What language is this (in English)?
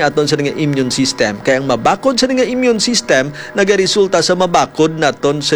Hiligaynon